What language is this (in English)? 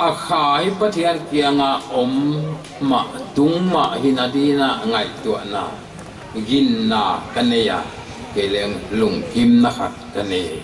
Paite Chin